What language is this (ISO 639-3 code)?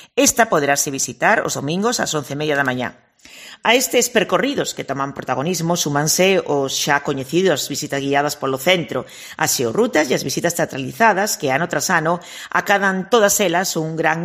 glg